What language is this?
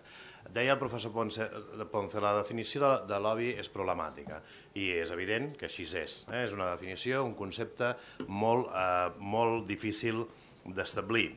Catalan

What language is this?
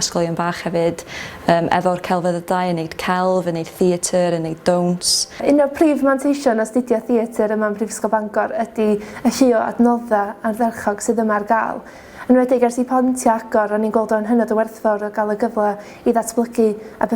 Welsh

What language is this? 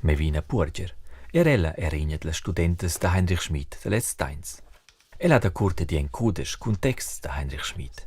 Romansh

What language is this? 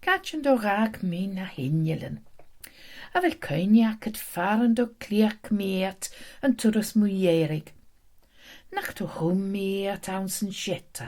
Scottish Gaelic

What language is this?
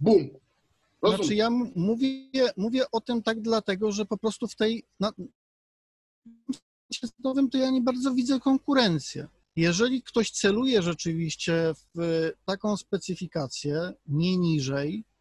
Polish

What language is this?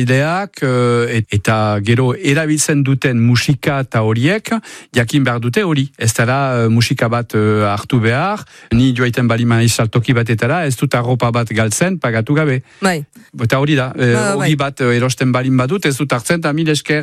Basque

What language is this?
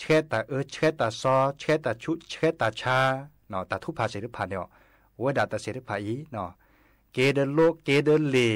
S'gaw Karen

